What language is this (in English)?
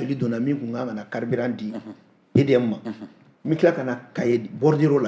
Bambara